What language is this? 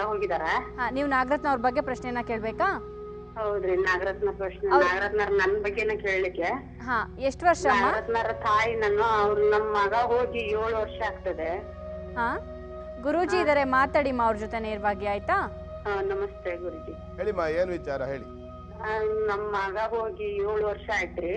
Kannada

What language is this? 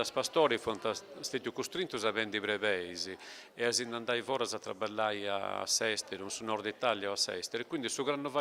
Sardinian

